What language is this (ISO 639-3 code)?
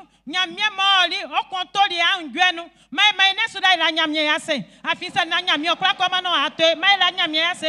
bci